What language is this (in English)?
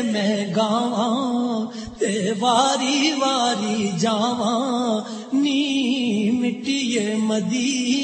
Urdu